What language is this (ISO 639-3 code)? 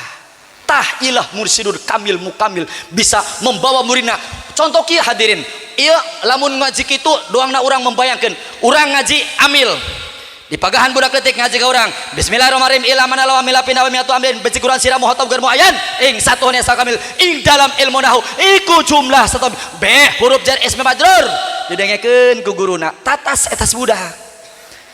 sun